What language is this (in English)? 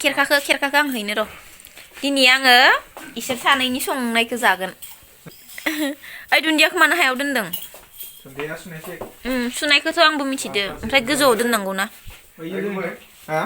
Bodo